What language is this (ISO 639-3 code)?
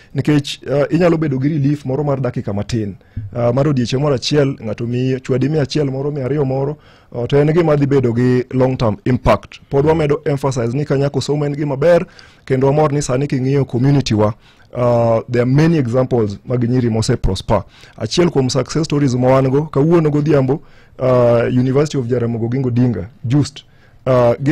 luo